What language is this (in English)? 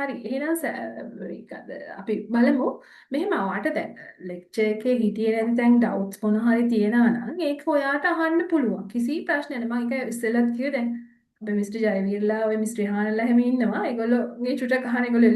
Sinhala